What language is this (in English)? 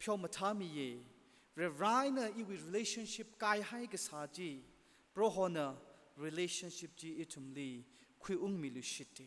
Tangkhul Naga (India)